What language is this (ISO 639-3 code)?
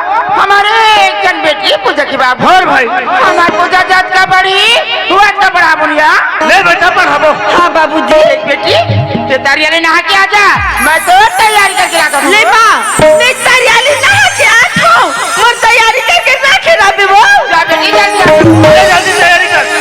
hne